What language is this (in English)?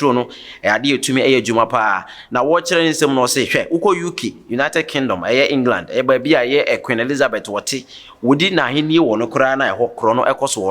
Akan